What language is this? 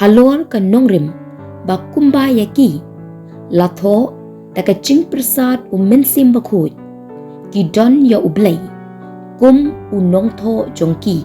Khasi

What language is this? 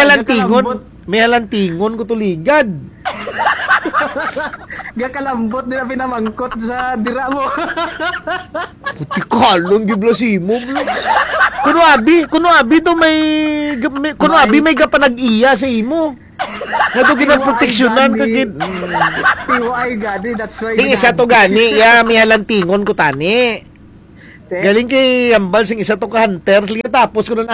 Hiligaynon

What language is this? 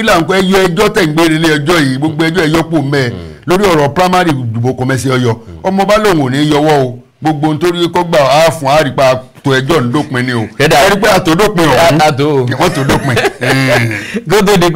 Yoruba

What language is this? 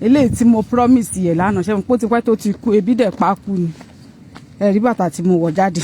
Yoruba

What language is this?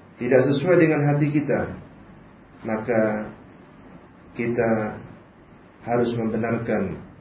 Indonesian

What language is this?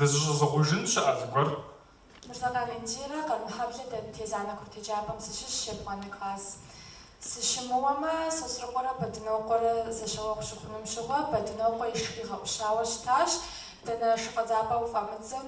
Kabardian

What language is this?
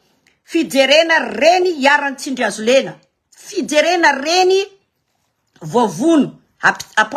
Malagasy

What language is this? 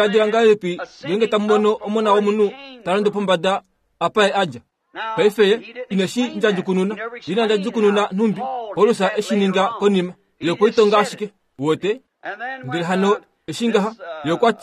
Kuanyama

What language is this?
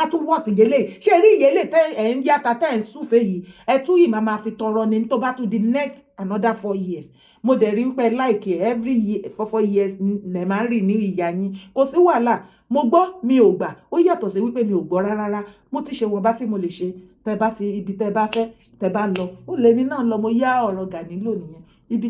Yoruba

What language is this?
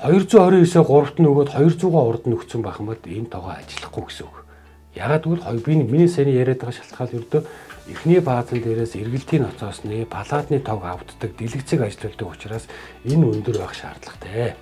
Mongolian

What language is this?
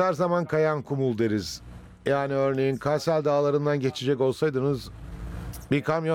Turkish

